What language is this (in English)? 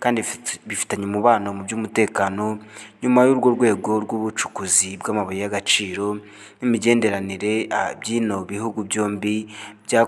Kinyarwanda